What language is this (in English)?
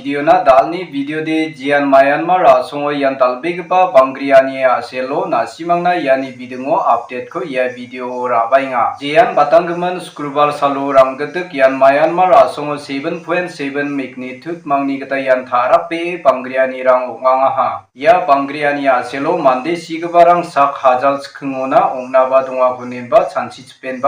Garo